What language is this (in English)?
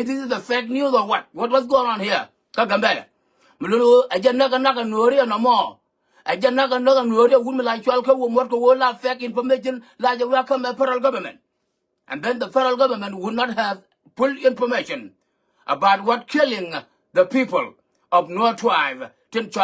Nuer